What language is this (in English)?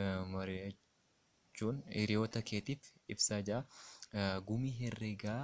Oromo